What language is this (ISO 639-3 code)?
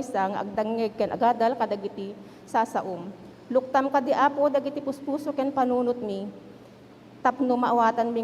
ilo